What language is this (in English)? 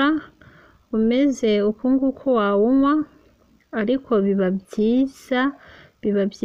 Kinyarwanda